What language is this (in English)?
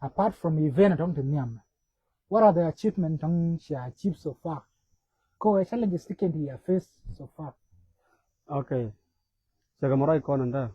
Nuer